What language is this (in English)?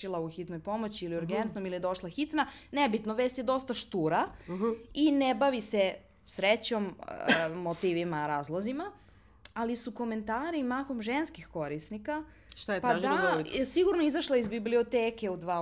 Serbian